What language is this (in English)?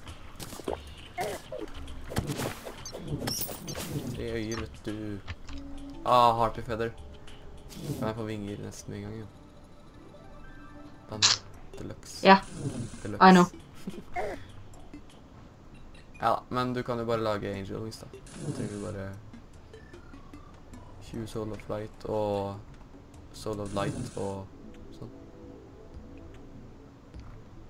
Norwegian